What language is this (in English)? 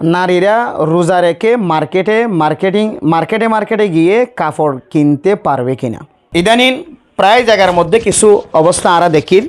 Rohingya